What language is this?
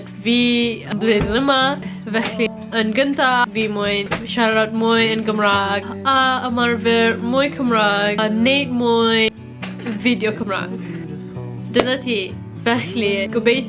Welsh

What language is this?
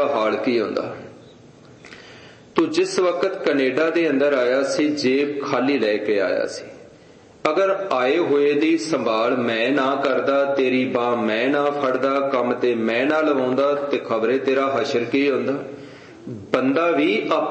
Punjabi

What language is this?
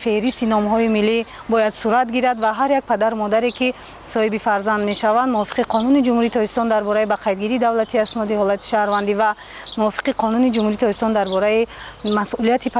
Tajik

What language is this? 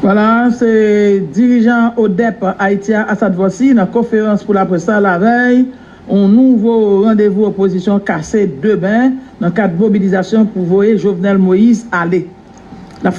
Haitian Creole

